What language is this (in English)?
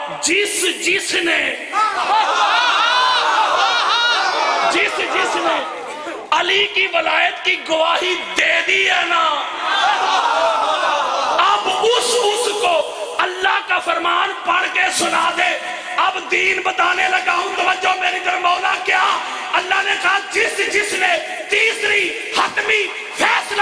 Urdu